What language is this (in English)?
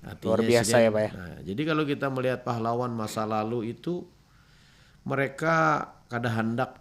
Banjar